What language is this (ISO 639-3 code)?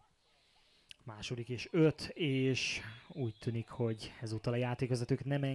hun